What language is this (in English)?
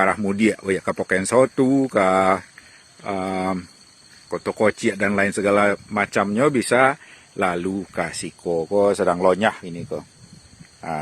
Minangkabau